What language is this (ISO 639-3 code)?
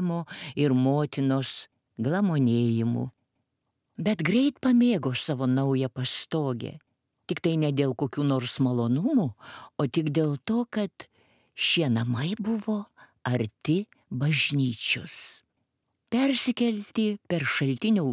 lit